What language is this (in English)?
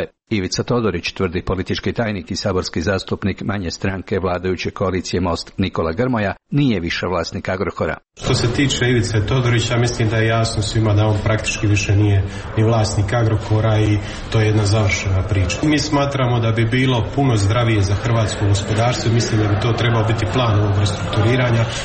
Croatian